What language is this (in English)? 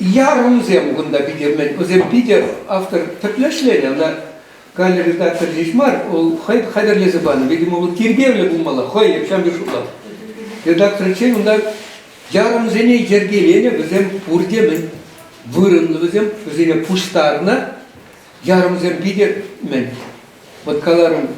Chuvash